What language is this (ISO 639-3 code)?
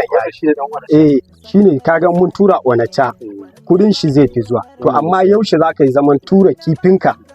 hau